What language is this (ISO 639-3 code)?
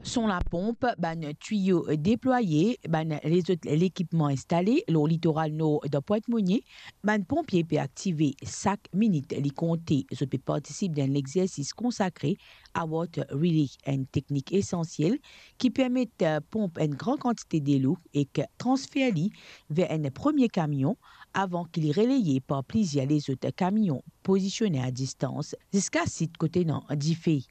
mfe